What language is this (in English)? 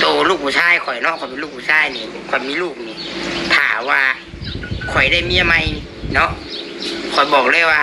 Northeastern Thai